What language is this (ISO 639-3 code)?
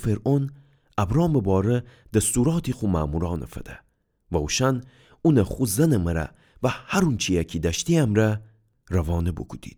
glk